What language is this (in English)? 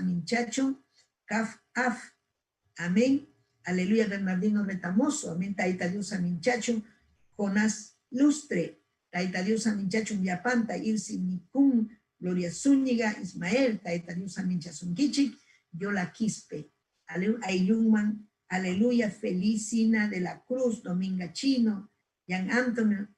Ayacucho Quechua